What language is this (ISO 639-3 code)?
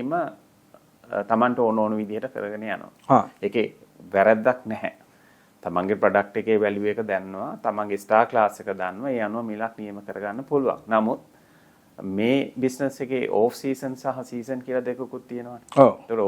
sin